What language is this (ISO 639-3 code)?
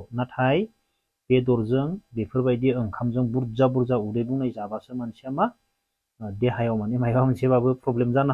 brx